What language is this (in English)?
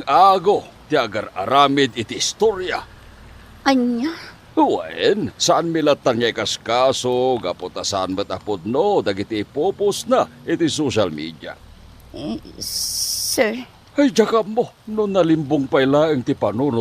Iloko